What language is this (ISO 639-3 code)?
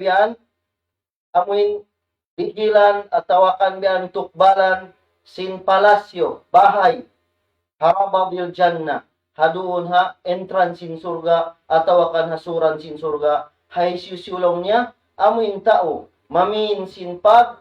tsg